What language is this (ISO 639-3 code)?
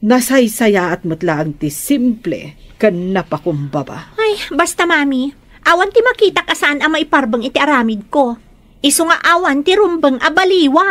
ilo